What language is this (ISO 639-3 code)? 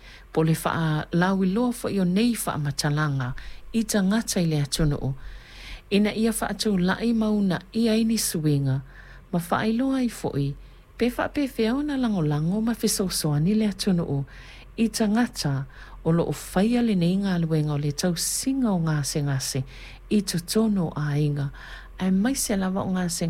smo